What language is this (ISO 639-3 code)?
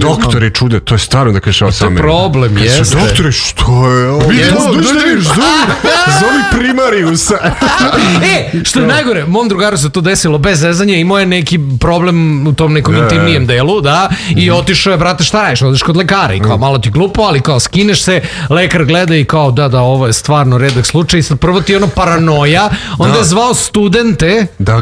srp